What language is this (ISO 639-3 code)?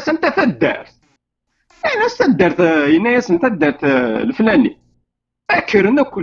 kab